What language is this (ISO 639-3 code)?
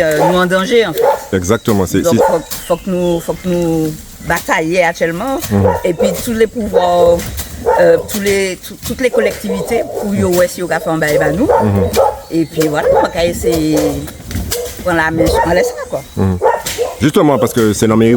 gcf